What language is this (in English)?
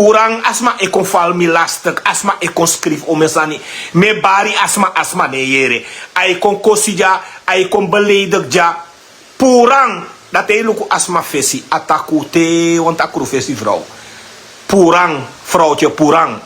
Sranan Tongo